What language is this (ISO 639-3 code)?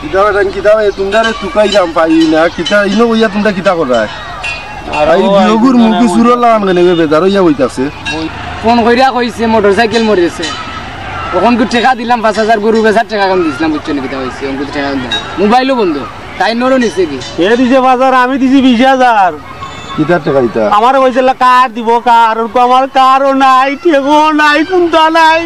syl